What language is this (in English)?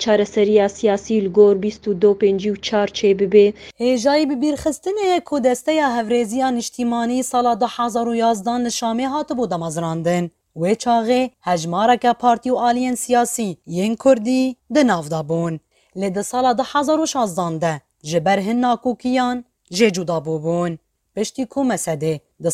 Kurdish